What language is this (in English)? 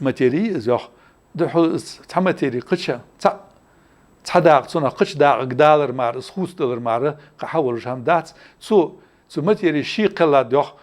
Ingush